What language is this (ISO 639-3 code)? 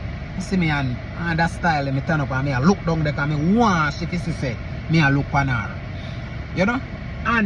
jam